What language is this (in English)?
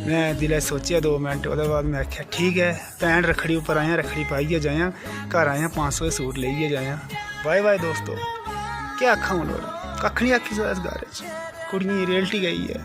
Dogri